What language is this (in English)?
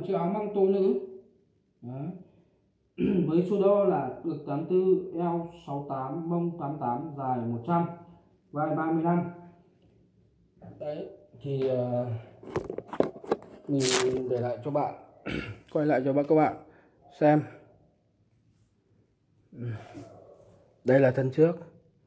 Vietnamese